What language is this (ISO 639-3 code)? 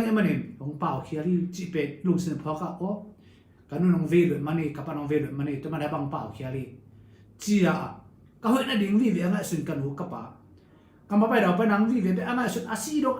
ctd